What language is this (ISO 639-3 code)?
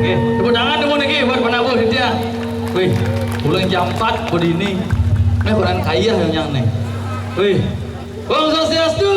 ban